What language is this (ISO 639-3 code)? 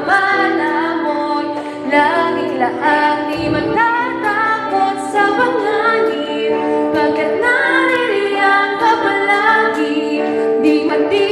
fil